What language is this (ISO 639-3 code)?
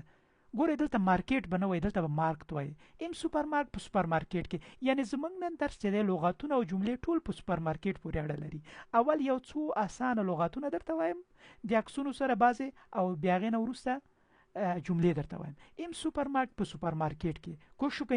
pus